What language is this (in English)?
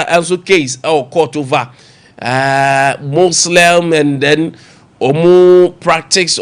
Akan